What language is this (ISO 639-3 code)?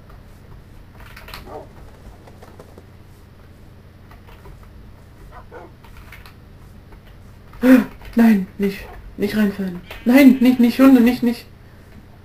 deu